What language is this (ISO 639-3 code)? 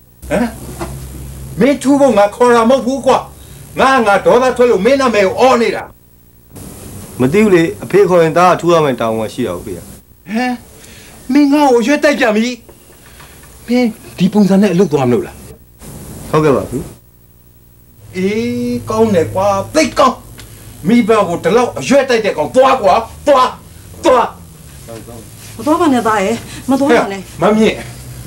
mya